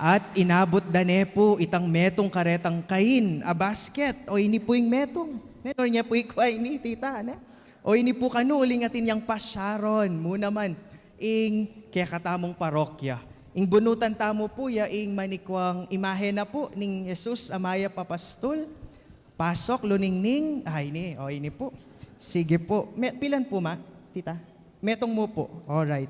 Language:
Pampanga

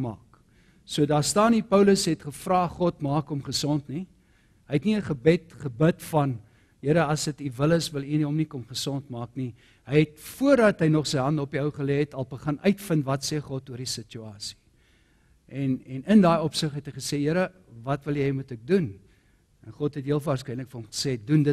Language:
Afrikaans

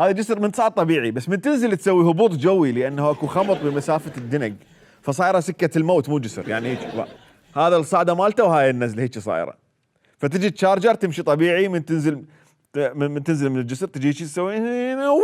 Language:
Mesopotamian Arabic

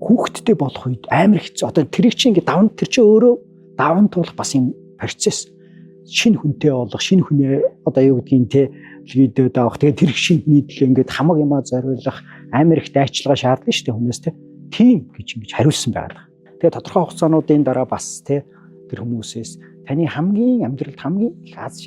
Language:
Mongolian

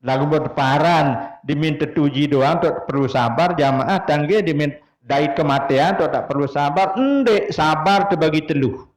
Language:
Sasak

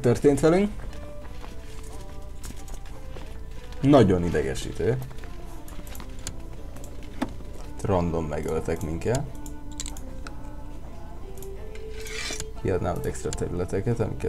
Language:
Hungarian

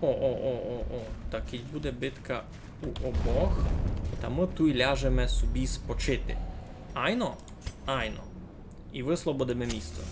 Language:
Rusyn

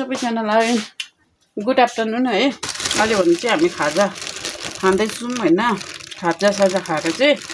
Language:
Nepali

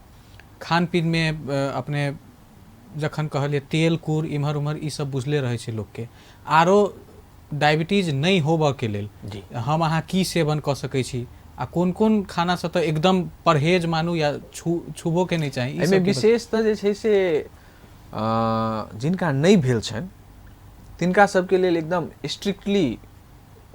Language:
Maithili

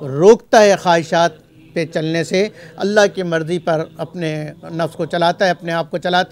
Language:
Urdu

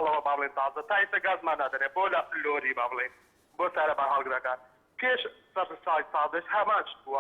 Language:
Central Kurdish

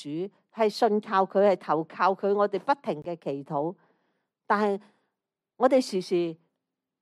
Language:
Cantonese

